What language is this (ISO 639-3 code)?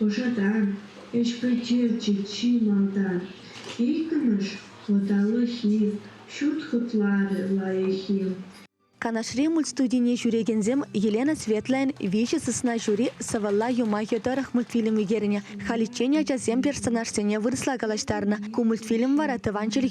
chv